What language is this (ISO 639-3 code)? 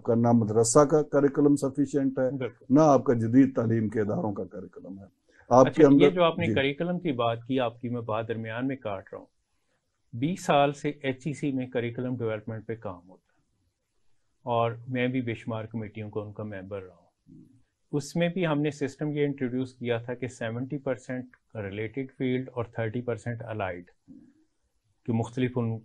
urd